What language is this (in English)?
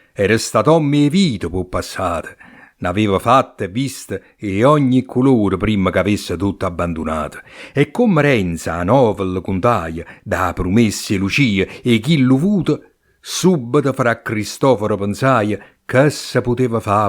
Neapolitan